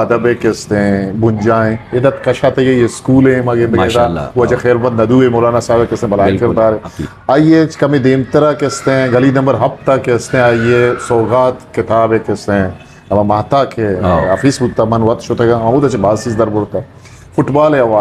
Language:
Eastern Balochi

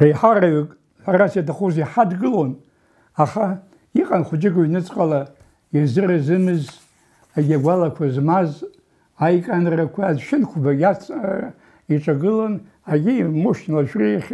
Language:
Abkhazian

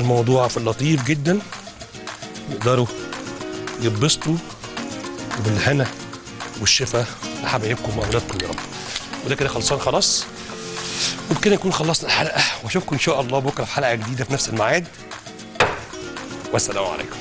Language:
Egyptian Arabic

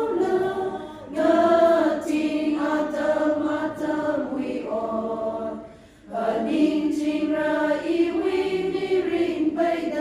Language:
Tangkhul Naga (India)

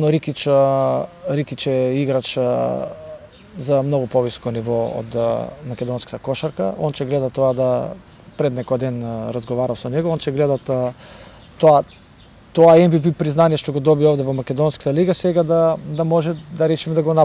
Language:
Macedonian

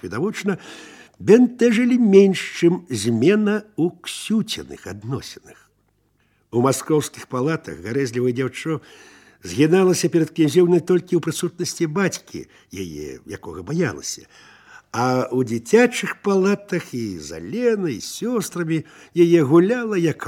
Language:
Belarusian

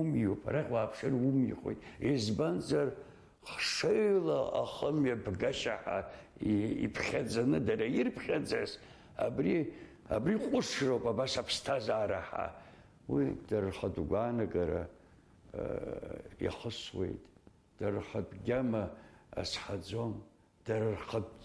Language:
Abkhazian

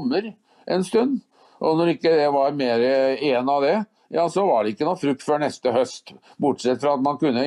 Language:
Norwegian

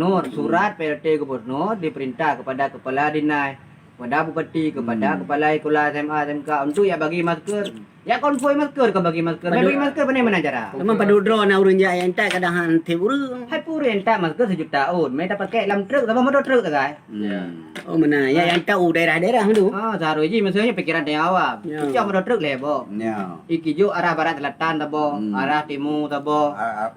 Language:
Achinese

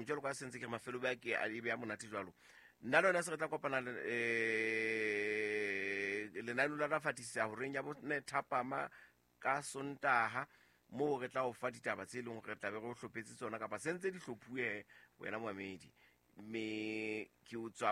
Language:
Southern Sotho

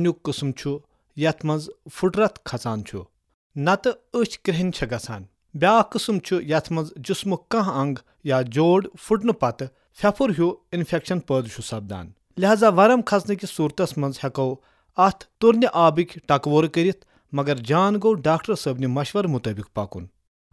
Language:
Kashmiri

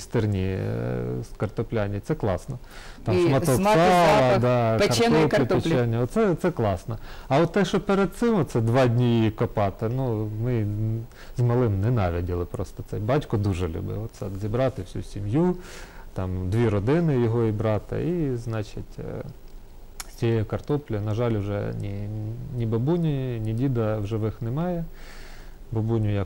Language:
Ukrainian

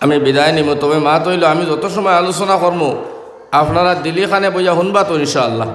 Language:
Sylheti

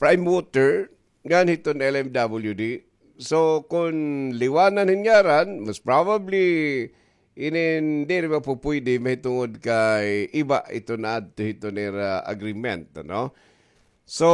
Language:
Waray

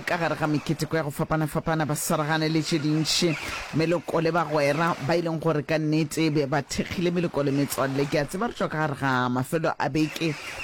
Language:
Northern Sotho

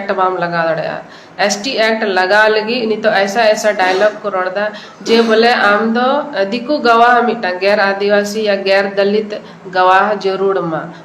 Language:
Santali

